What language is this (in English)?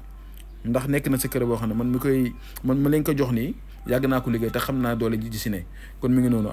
Wolof